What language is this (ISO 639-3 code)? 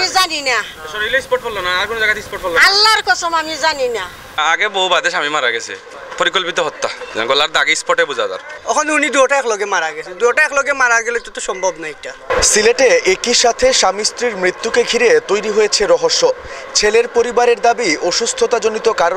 syl